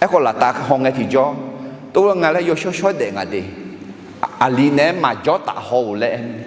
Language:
Akha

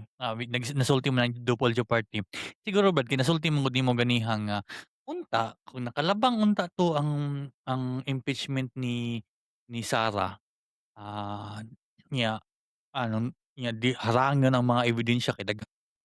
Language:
Cebuano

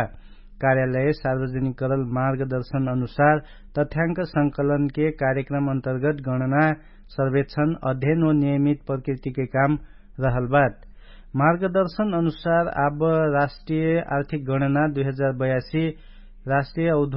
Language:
Dangaura Tharu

